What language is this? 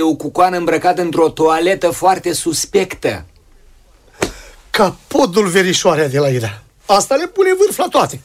Romanian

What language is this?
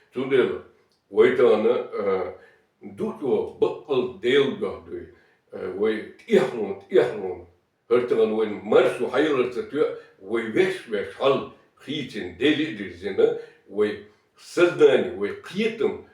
Chechen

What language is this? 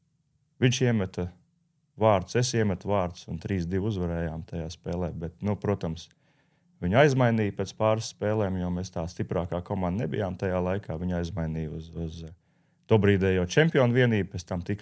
Latvian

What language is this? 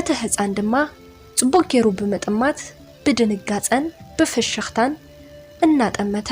Tigrinya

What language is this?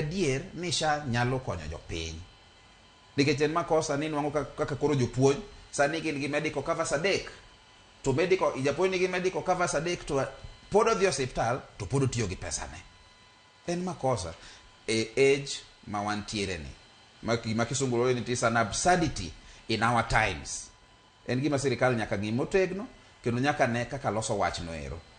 Luo (Kenya and Tanzania)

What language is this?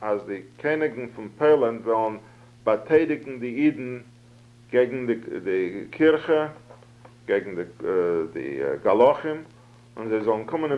Yiddish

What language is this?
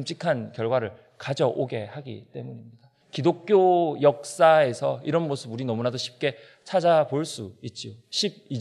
Korean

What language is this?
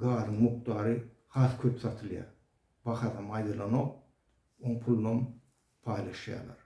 Turkmen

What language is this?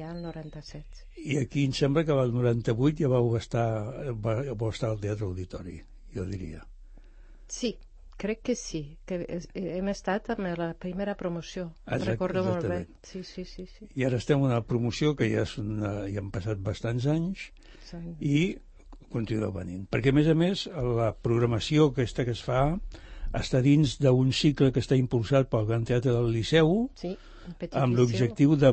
Catalan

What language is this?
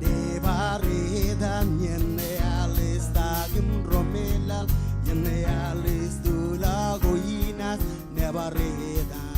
Marshallese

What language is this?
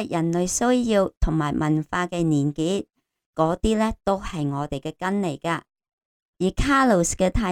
Cantonese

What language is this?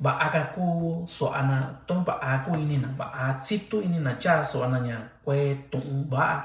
Mixtepec Mixtec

